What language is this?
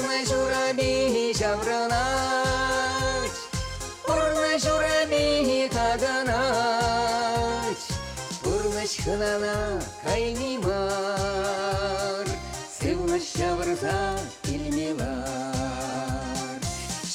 Chuvash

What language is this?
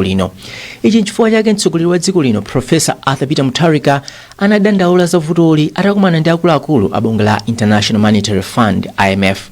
Nyanja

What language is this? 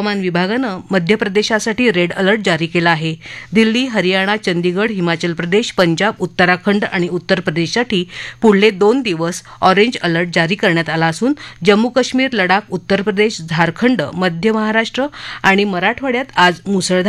Marathi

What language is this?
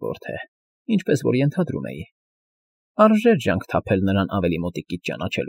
Armenian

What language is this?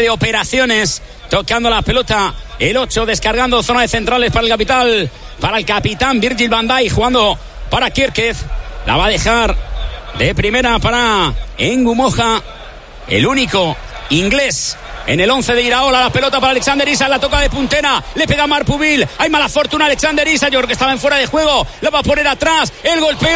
Spanish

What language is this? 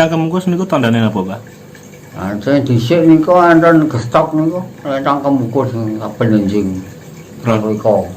Javanese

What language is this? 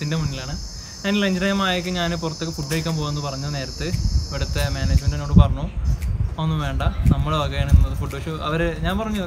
Malayalam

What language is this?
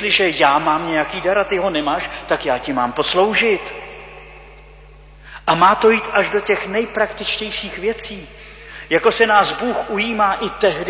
Czech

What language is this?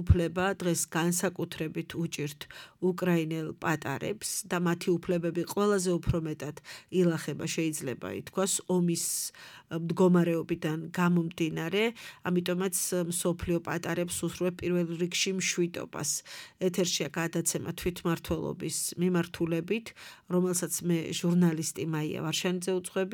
Georgian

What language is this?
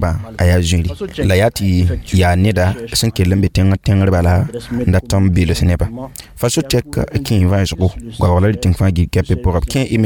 Mossi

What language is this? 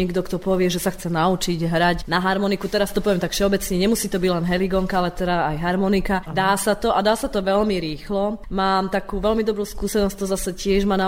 Slovak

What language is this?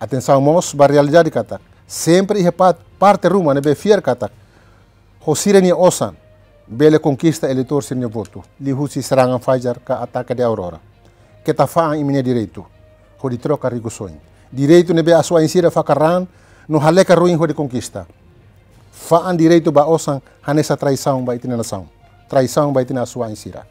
Tetum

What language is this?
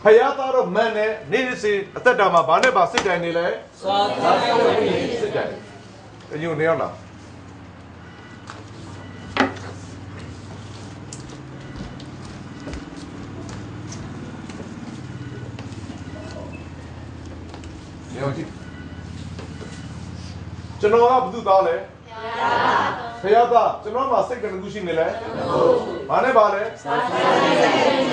Burmese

